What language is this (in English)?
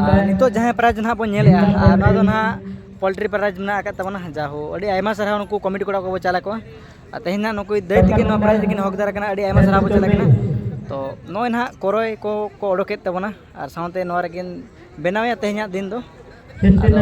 Santali